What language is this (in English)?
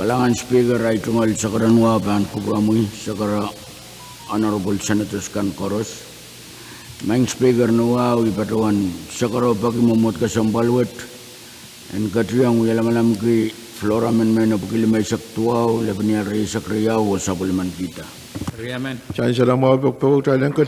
Pohnpeian